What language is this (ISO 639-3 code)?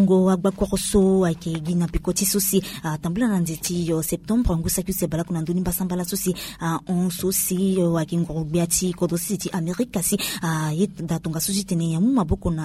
sag